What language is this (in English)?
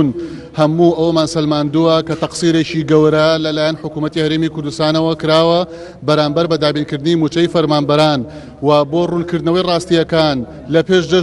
Central Kurdish